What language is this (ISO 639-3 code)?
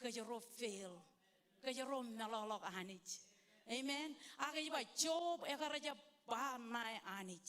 mah